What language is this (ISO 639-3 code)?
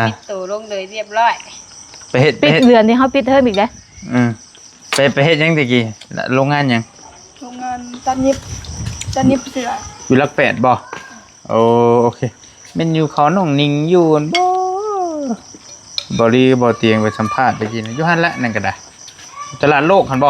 tts